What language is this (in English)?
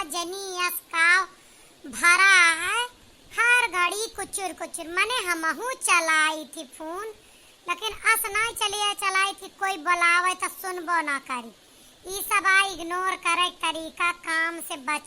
Awadhi